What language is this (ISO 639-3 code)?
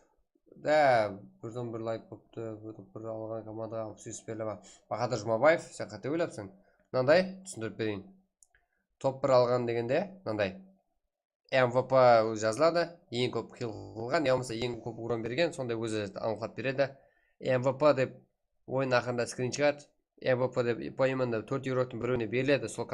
kaa